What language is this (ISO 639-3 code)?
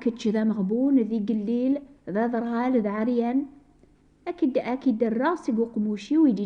kab